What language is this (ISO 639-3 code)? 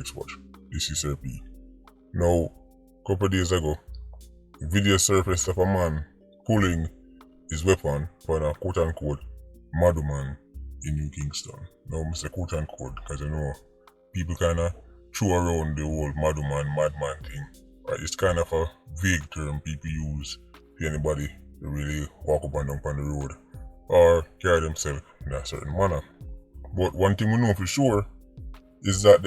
jam